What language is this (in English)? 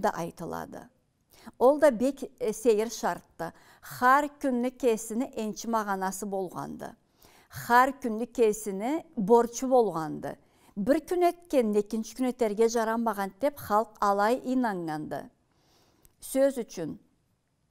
Karachay-Balkar